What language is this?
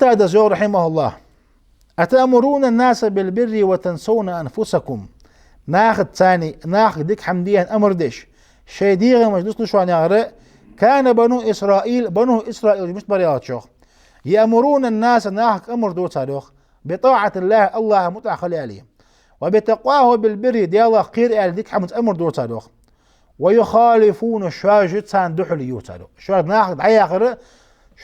Ingush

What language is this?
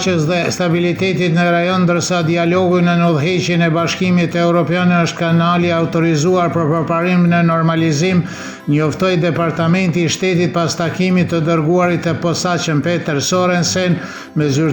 Albanian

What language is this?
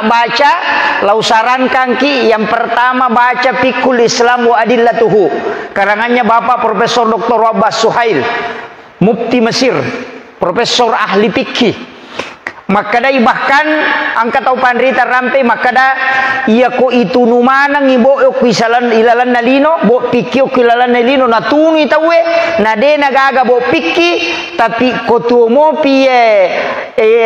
Buginese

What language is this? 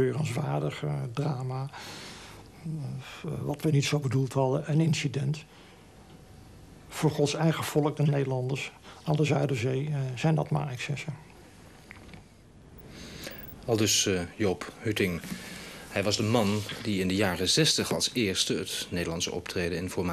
Dutch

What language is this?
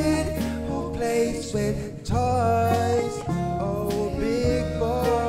Jamaican Creole English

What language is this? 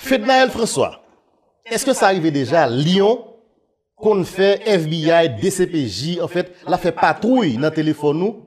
Haitian Creole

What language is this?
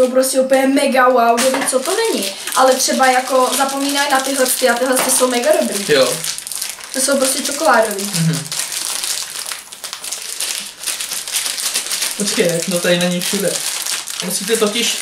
Czech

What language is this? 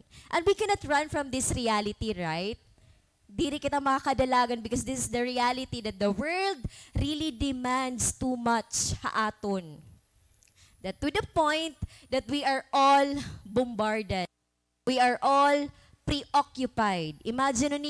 Waray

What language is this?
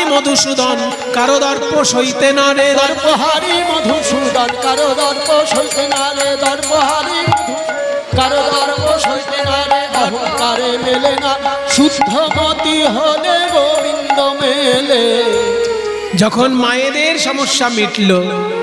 Bangla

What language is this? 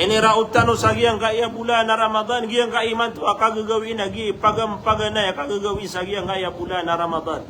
Maranao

